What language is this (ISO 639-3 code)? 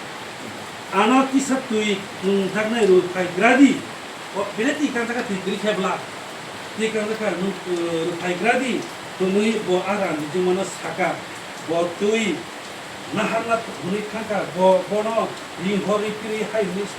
trp